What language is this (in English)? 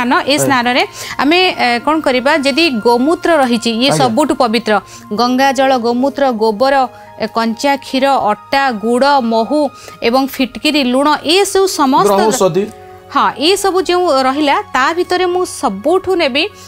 Odia